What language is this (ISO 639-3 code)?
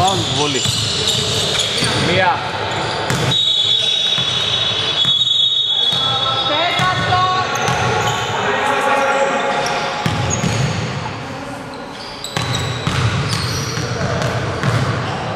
ell